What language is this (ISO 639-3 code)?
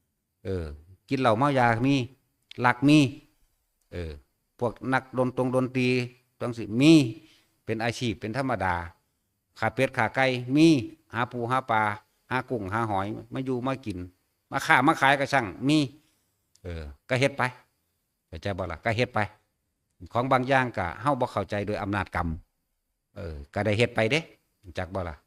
tts